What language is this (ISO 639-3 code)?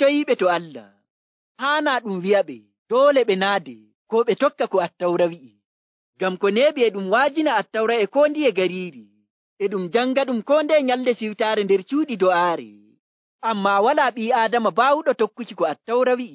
fuv